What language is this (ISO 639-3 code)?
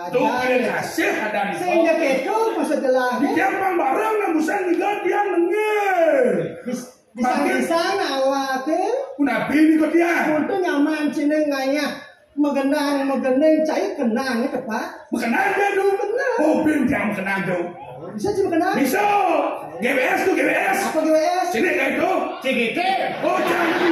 ban